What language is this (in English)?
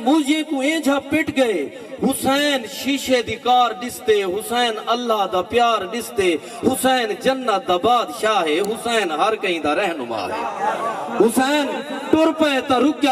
Saraiki